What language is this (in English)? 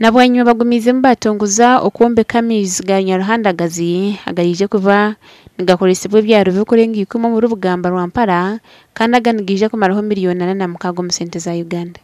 Nyankole